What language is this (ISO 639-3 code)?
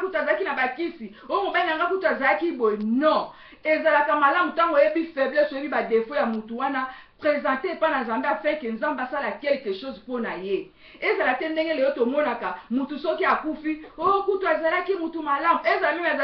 lin